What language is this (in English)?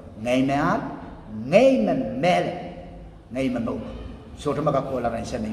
Pohnpeian